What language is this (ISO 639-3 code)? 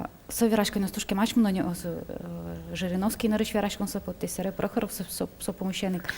udm